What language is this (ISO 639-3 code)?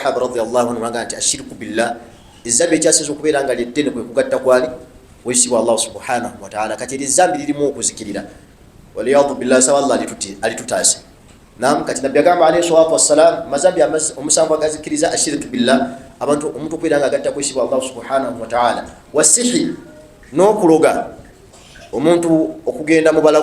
lug